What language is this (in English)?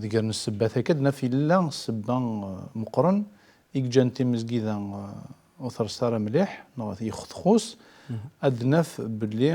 Kabyle